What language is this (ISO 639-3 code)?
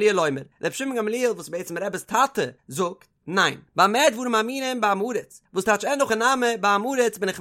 yid